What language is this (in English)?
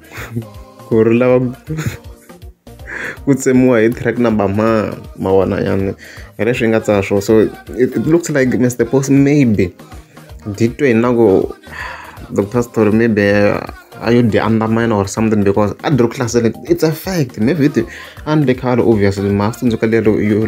Tsonga